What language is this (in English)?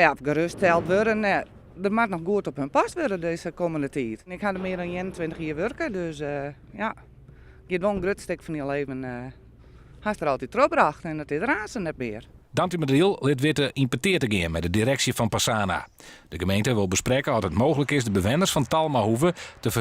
Western Frisian